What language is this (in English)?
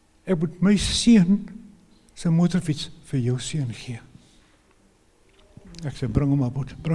Afrikaans